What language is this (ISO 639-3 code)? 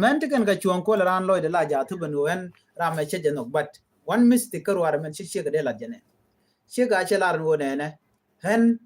nus